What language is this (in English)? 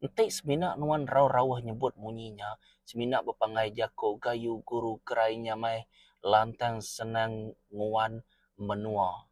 Iban